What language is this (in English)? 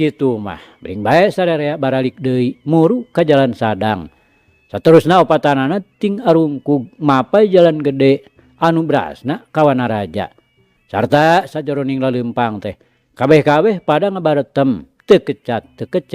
Sundanese